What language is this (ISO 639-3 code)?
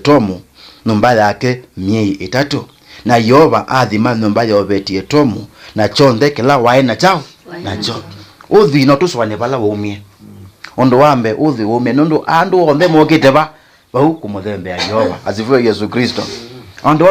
kam